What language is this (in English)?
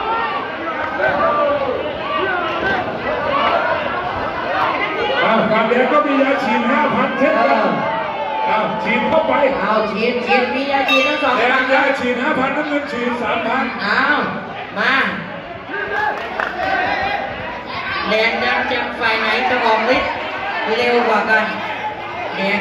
Thai